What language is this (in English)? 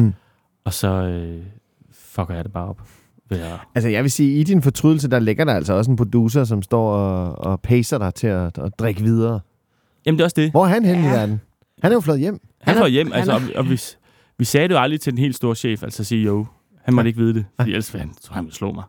Danish